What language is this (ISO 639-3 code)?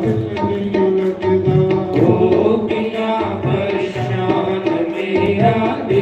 doi